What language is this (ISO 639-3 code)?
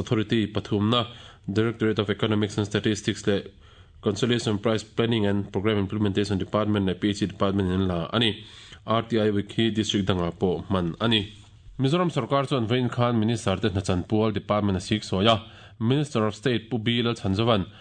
lus